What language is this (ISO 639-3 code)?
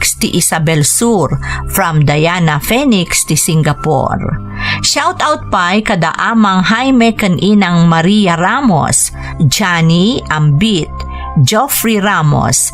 ilo